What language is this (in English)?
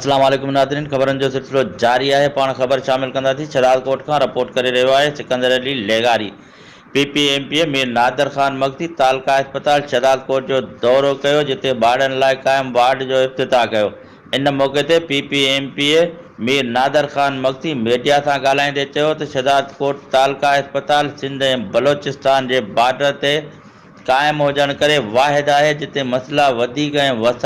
Sindhi